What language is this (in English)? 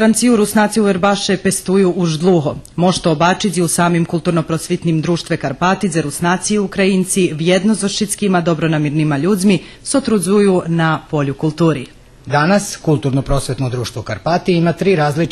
Rusyn